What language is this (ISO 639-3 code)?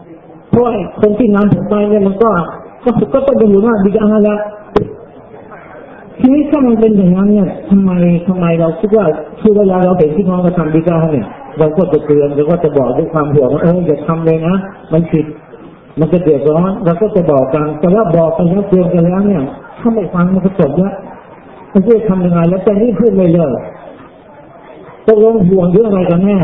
tha